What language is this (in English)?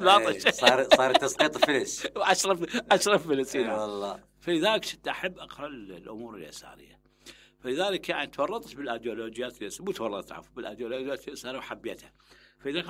Mesopotamian Arabic